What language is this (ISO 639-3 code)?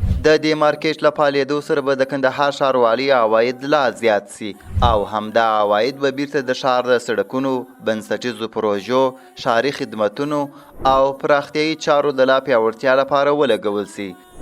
pus